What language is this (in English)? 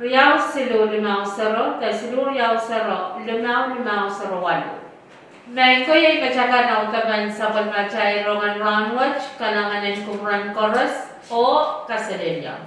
Pohnpeian